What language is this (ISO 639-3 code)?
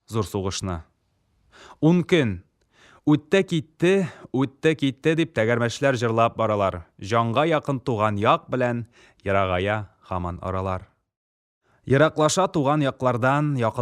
tat